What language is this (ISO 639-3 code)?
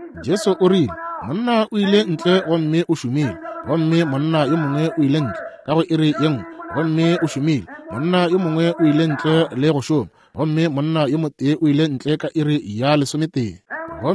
nso